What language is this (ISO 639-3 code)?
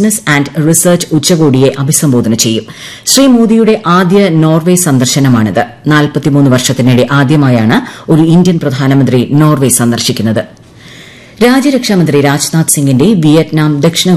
mal